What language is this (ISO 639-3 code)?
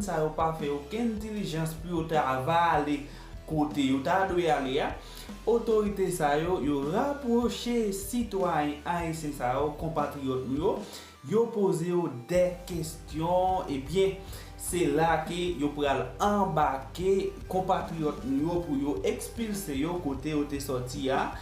hat